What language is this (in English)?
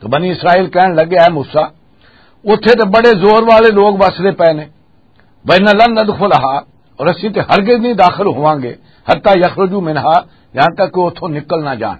Western Panjabi